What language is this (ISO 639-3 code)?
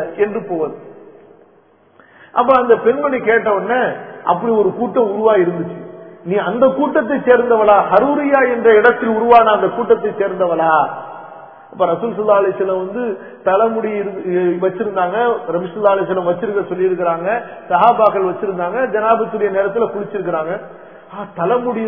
tam